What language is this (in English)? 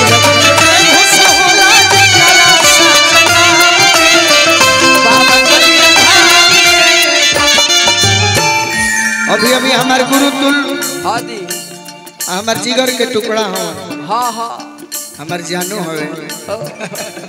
Bhojpuri